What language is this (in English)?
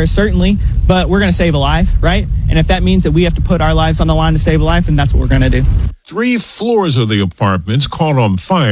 English